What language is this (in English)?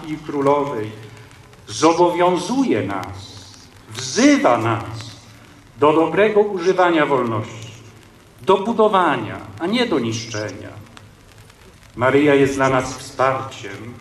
Polish